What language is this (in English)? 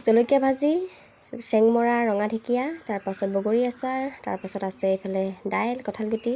Assamese